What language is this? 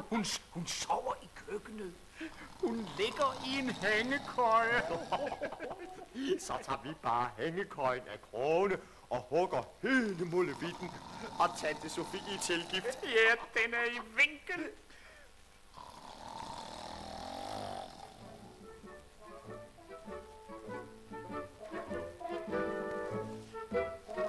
Danish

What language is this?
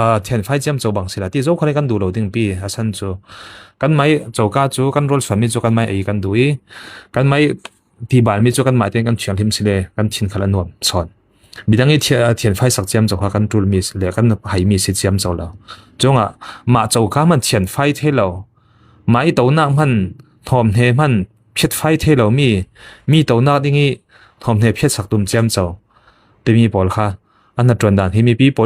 Falam Chin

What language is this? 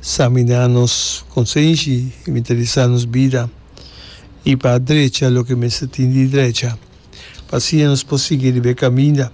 Papiamento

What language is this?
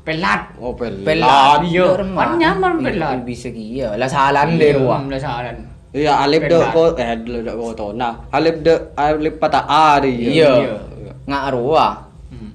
Madurese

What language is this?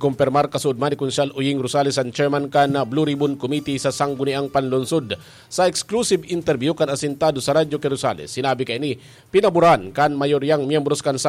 Bikol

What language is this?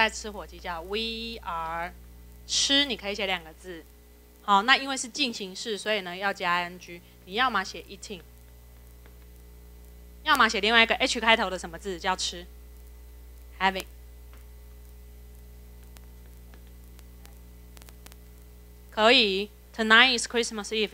Chinese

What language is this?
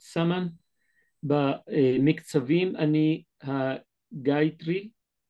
Hebrew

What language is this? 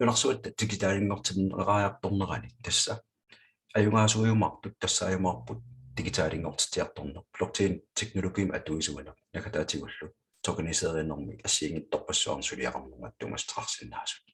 Kalaallisut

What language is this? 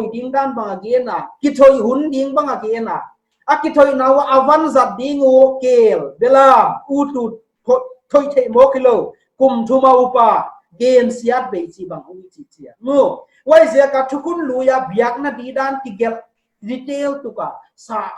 Paite Chin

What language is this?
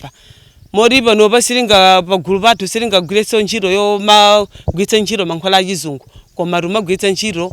Nyanja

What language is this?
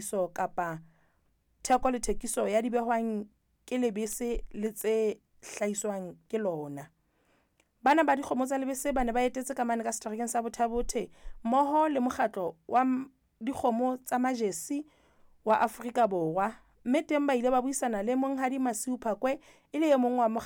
Southern Sotho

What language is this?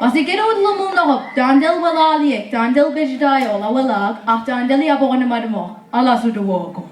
Mi'kmaw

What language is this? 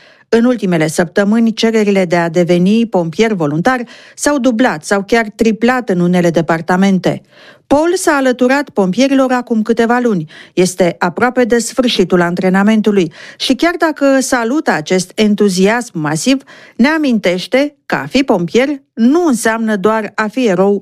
Romanian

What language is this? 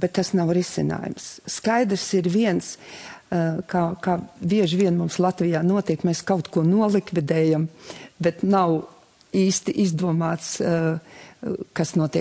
Latvian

